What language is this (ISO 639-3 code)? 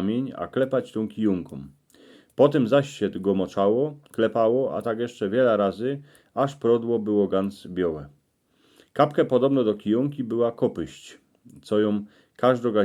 szl